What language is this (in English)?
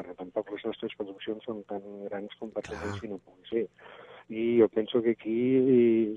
Catalan